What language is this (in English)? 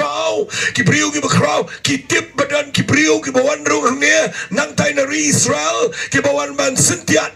Khasi